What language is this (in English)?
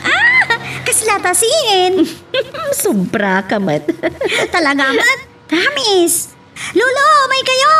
Iloko